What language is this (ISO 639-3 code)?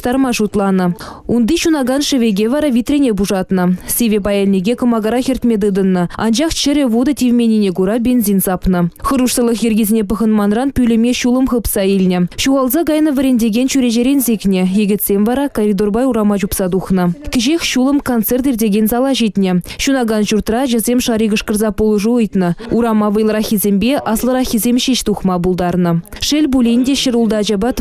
chv